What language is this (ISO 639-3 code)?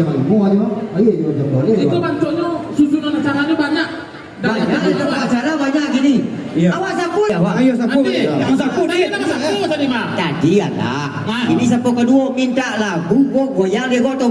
min